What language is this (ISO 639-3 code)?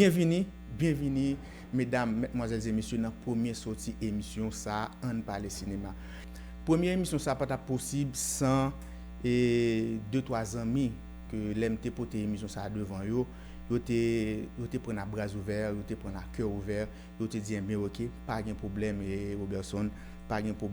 hat